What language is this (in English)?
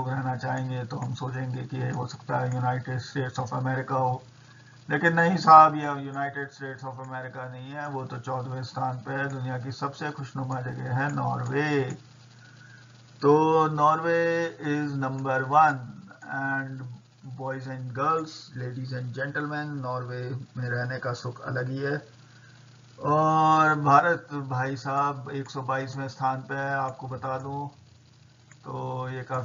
Hindi